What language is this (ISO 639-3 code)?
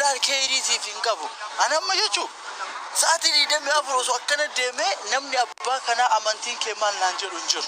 orm